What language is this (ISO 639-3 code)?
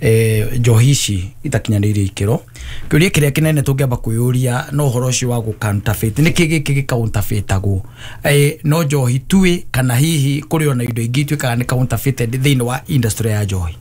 kik